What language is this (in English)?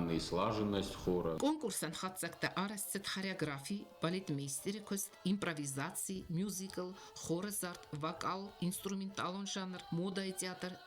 Ossetic